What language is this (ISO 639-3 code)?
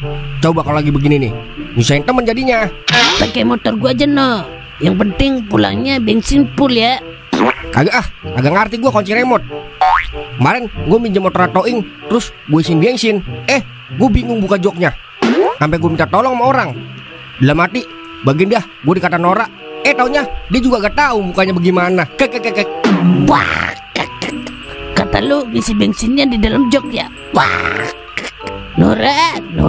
bew